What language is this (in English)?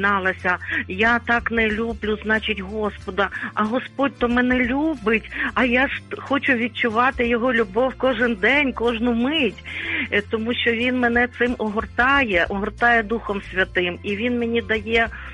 Ukrainian